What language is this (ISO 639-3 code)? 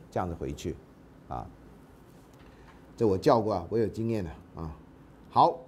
zho